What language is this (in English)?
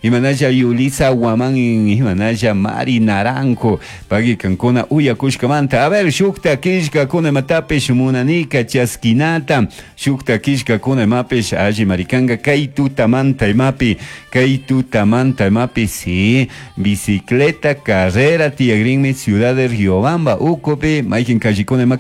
Chimborazo Highland Quichua